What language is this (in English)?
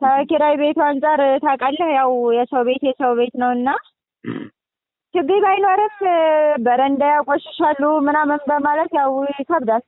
Amharic